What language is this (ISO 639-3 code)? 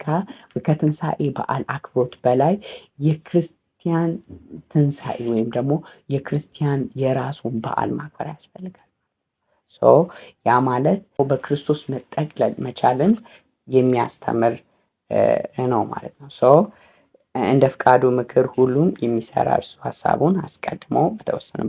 amh